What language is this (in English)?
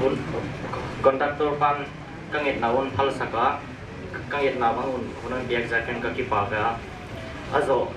Paite Chin